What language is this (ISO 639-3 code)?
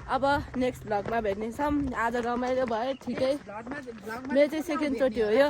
nep